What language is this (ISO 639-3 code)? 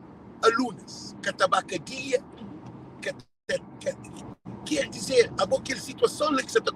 kea